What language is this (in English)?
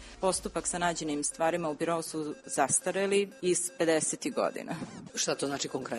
Serbian